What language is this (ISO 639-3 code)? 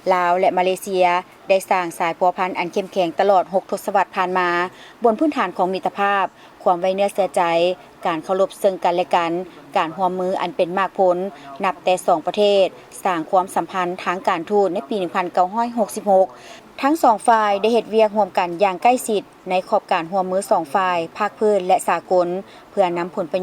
lao